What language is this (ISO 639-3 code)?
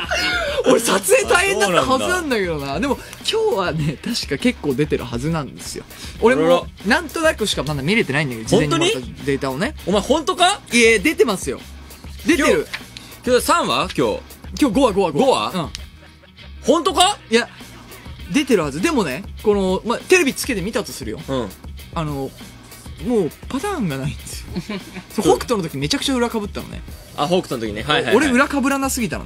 jpn